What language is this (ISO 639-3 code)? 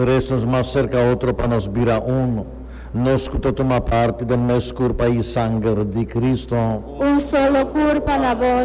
pap